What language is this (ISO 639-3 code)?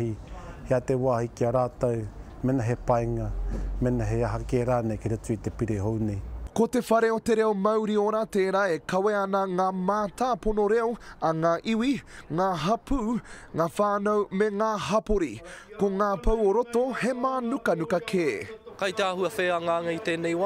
mri